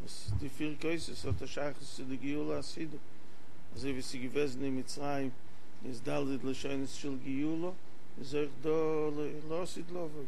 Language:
Yiddish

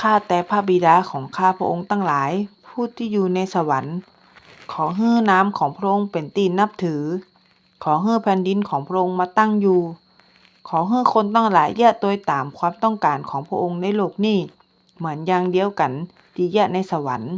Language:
Northern Thai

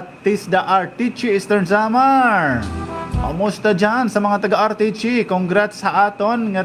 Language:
Waray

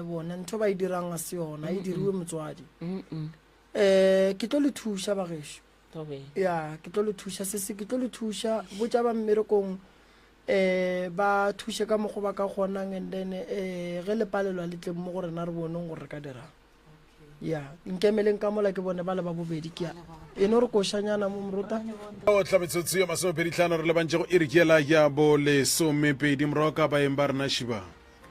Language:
Northern Sotho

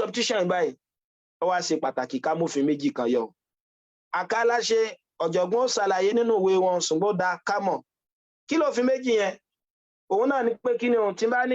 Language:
Yoruba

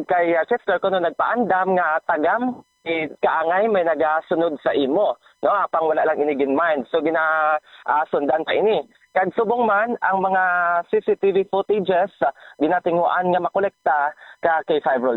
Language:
Hiligaynon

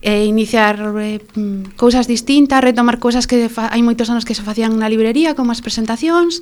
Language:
Galician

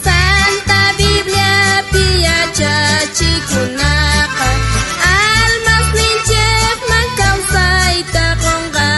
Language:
South Bolivian Quechua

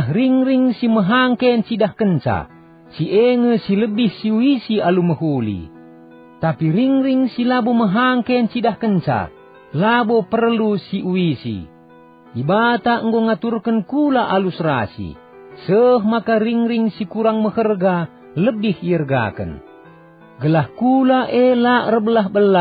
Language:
Batak Karo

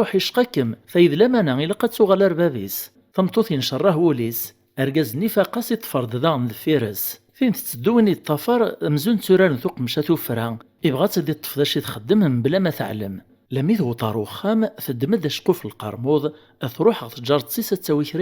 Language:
Kabyle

